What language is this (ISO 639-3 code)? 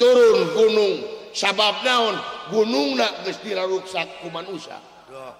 sun